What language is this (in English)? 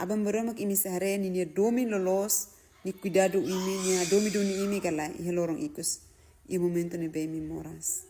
Tetum